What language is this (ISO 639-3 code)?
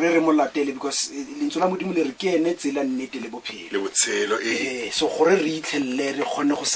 tsn